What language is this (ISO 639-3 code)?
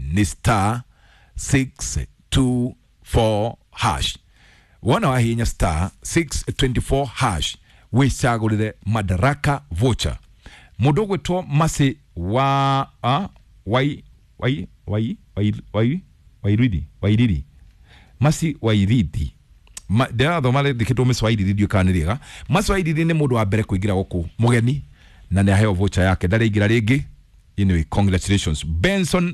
kik